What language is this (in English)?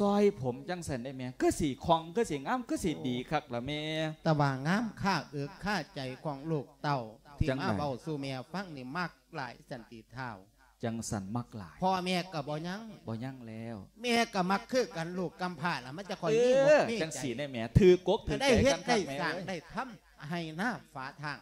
Lao